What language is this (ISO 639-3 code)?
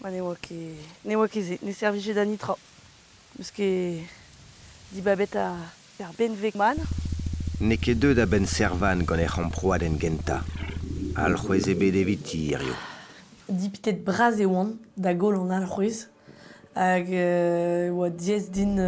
bre